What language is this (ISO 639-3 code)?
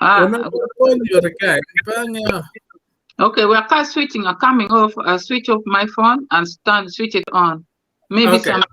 ach